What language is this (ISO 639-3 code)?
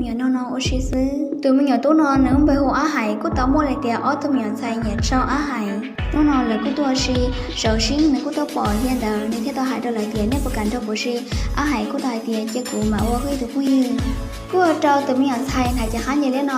hmn